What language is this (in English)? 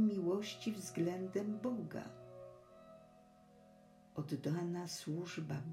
Polish